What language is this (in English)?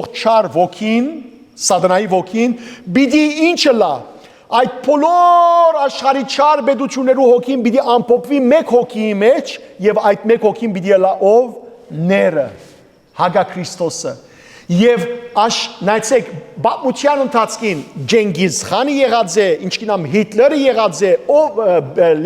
Western Armenian